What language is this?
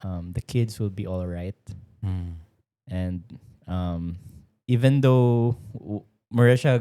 Cebuano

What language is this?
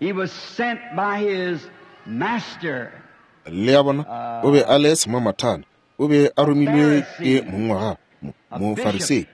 Northern Sotho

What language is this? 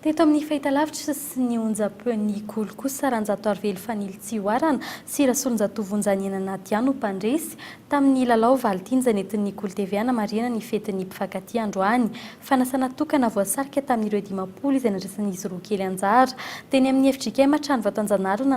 Malagasy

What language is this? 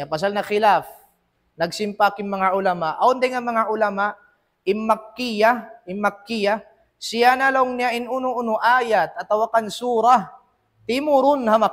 Tausug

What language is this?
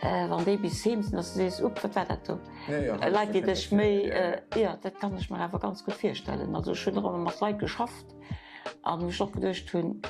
Luxembourgish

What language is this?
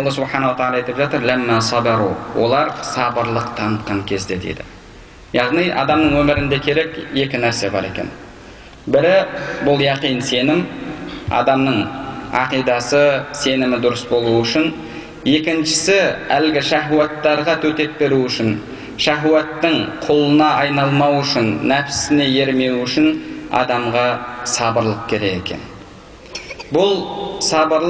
Kazakh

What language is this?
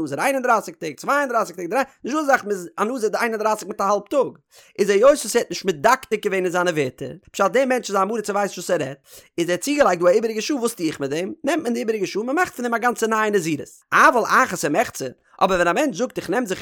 Yiddish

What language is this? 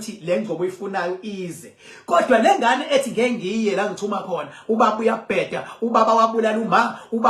Zulu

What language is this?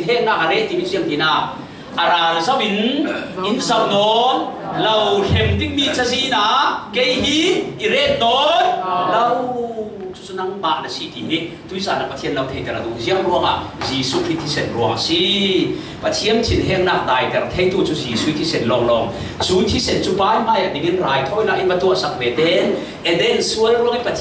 Falam Chin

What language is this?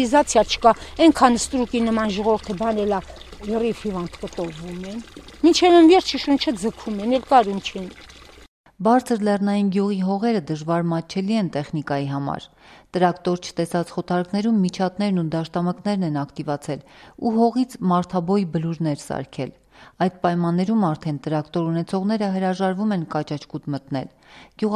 Armenian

